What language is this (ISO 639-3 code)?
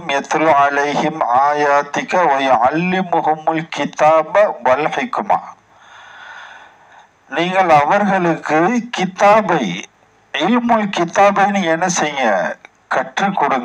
tam